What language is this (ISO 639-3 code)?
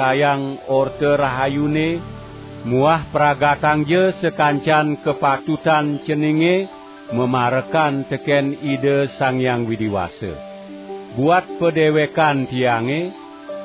ban